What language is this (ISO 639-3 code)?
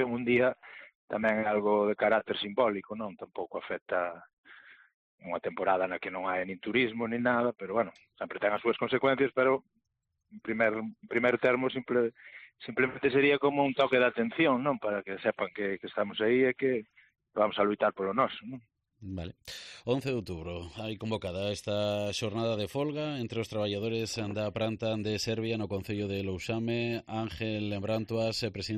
glg